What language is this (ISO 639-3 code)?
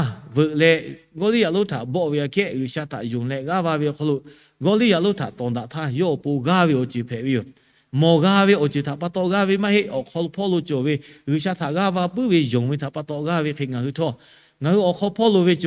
lhu